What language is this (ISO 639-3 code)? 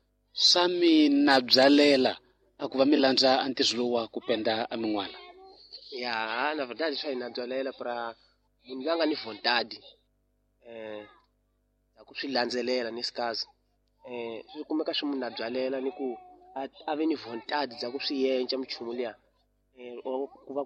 tso